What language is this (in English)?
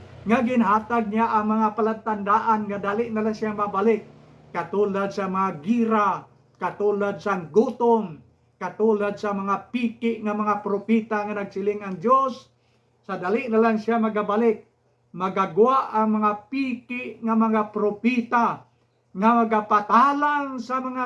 Hiligaynon